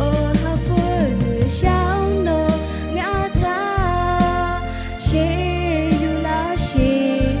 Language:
Lahu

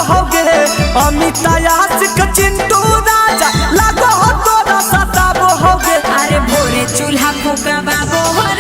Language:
Magahi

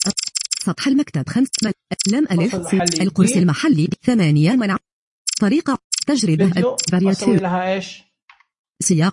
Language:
Najdi Arabic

